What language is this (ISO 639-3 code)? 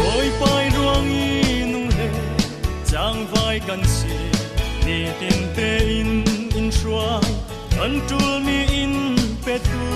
cfm